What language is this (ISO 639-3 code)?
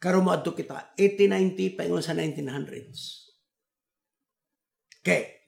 ceb